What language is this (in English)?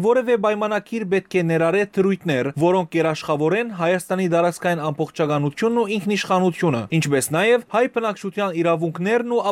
Western Armenian